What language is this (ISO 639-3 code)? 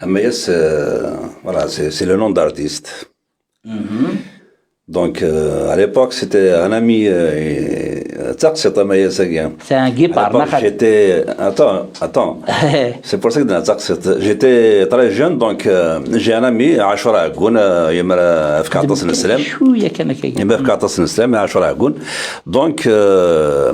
kab